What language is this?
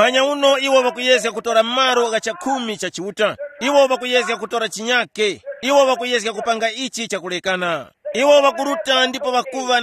Tumbuka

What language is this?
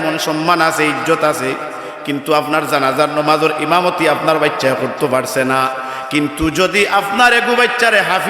Sylheti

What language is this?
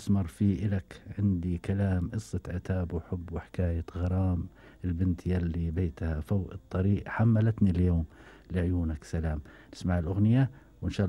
Gulf Arabic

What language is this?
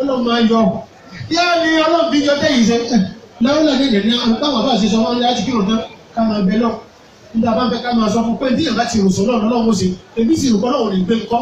Yoruba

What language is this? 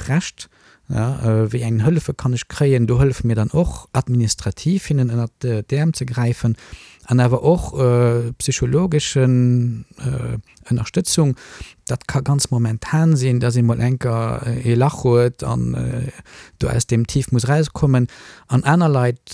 Luxembourgish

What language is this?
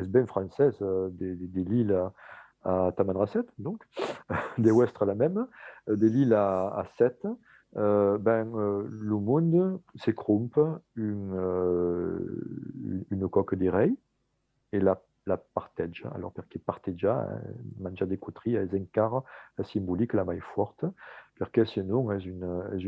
Occitan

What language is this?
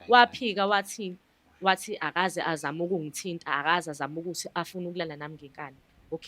Zulu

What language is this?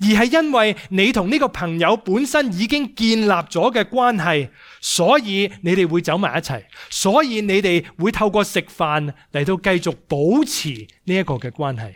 Cantonese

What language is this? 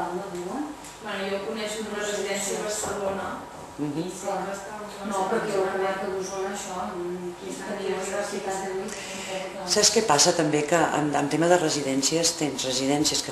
Catalan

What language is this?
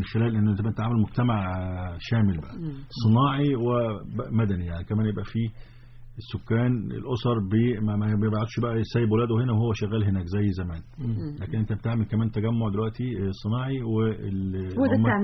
Egyptian Arabic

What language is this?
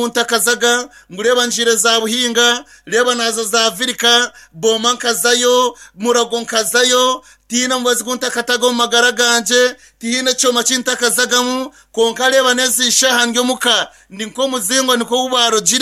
Nyankole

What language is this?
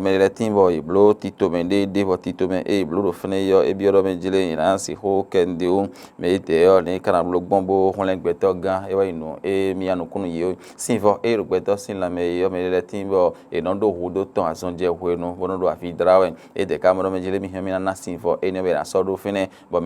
Fon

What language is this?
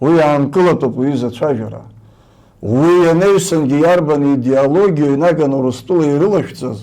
Abkhazian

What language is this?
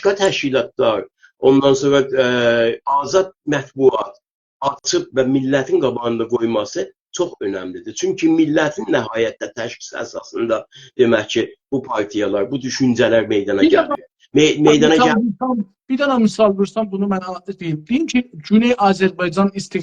South Azerbaijani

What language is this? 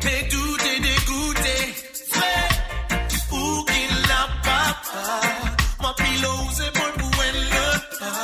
Morisyen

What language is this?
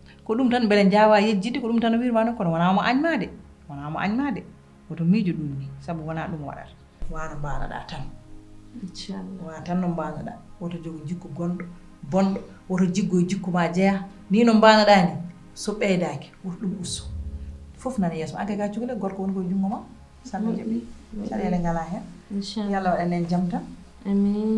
Fula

